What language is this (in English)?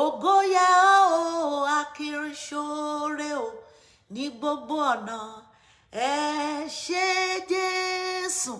Yoruba